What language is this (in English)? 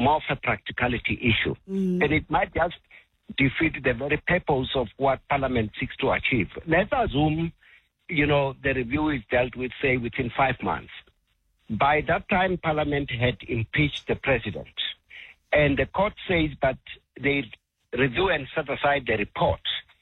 English